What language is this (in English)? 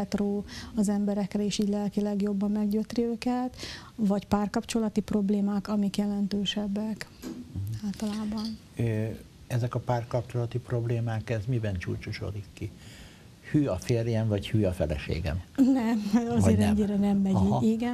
Hungarian